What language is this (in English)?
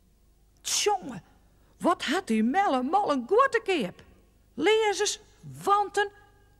Western Frisian